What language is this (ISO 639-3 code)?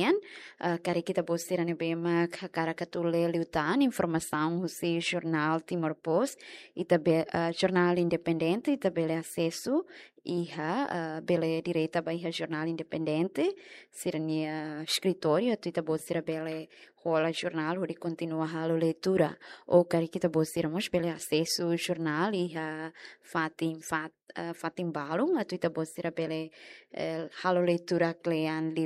tet